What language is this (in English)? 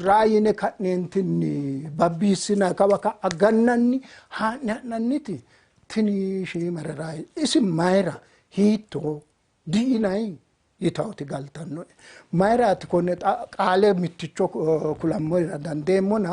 Sidamo